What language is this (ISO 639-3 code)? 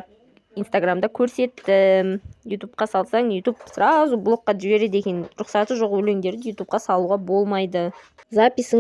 kaz